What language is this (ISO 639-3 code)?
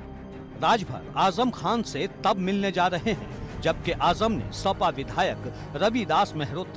hin